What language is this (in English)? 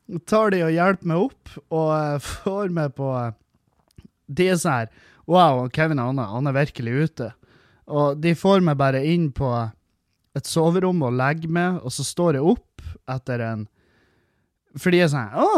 Norwegian